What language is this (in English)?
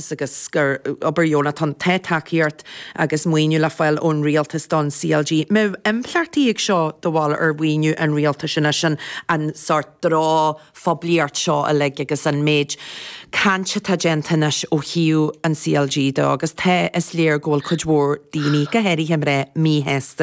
Irish